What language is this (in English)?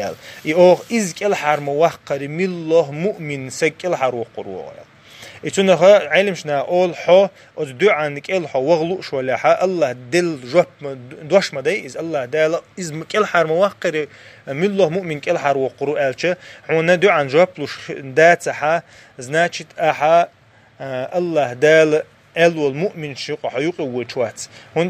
Chechen